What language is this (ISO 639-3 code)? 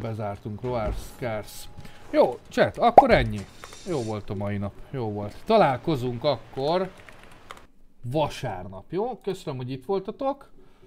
hun